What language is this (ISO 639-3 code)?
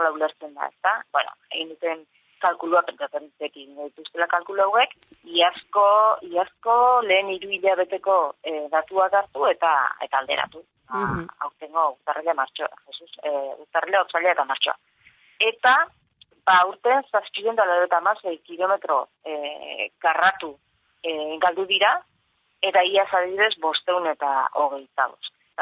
eus